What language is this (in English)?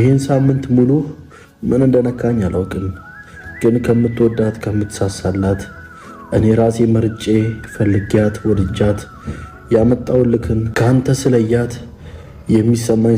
Amharic